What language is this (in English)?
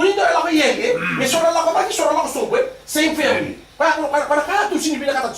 Fijian